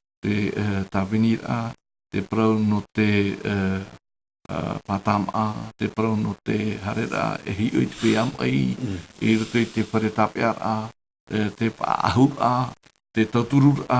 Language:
Tahitian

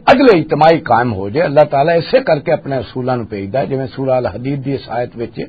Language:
Western Panjabi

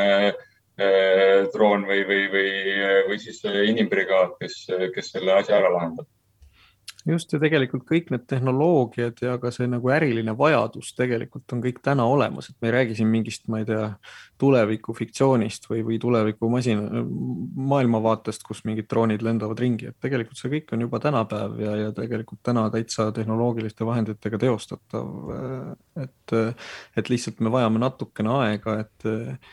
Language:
Estonian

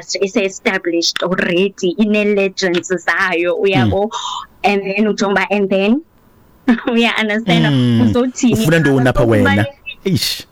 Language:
Xhosa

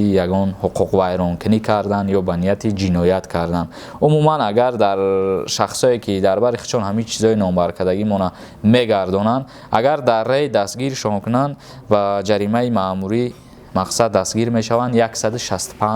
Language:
Tajik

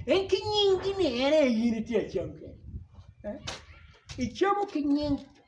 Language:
Acoli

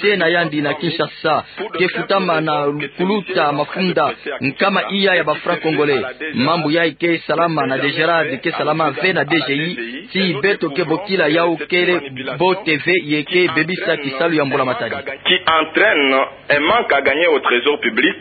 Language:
Kituba (Democratic Republic of Congo)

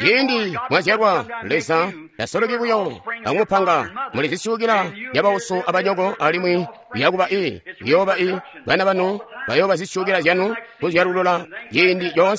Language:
Tonga (Zambia)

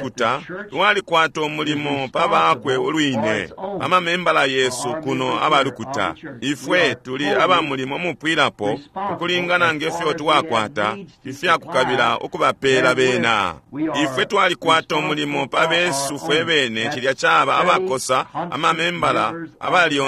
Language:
Bemba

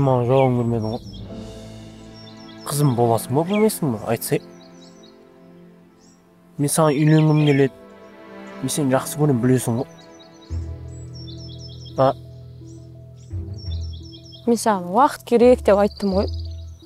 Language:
Kazakh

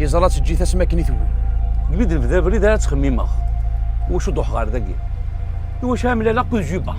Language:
Kabyle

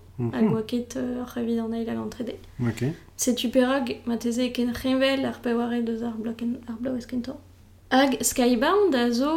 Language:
Breton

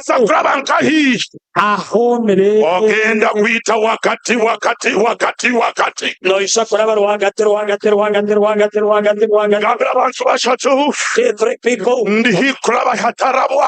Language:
Nyankole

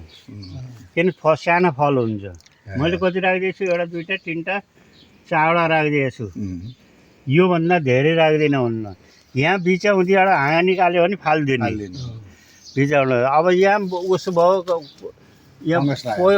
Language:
Nepali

